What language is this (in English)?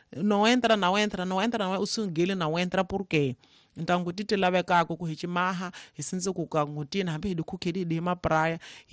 Tsonga